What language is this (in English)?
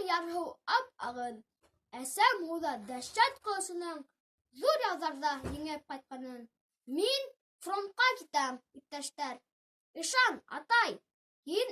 Bashkir